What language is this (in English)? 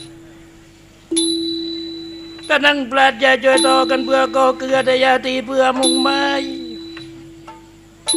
Thai